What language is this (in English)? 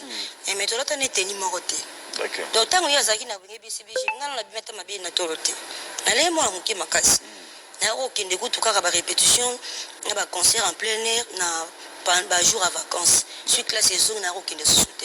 Lingala